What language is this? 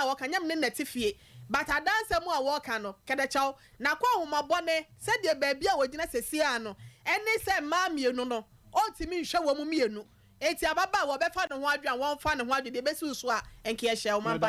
Akan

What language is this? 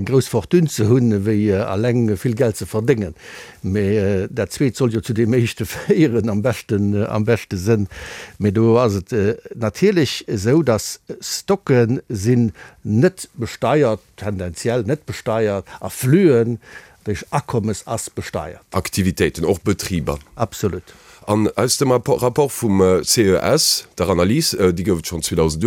Luxembourgish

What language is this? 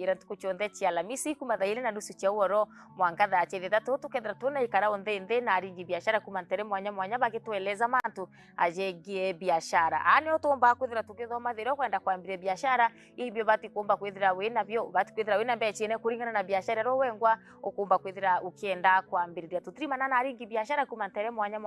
Meru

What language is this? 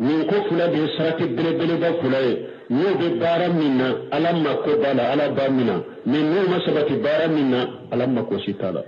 Bambara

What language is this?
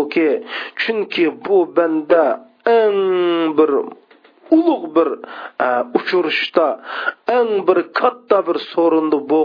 Uyghur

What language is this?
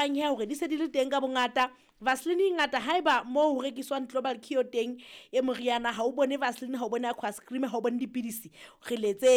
Southern Sotho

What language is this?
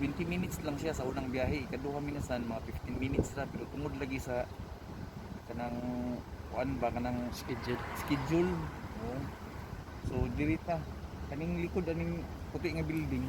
Cebuano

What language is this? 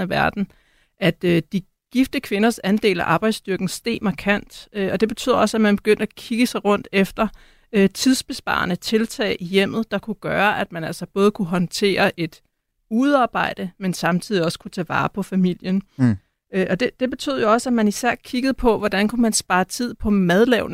Danish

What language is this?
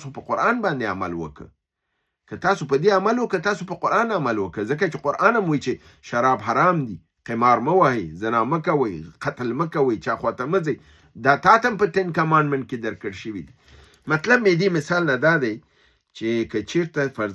Pashto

